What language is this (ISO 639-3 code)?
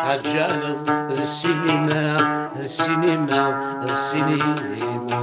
kab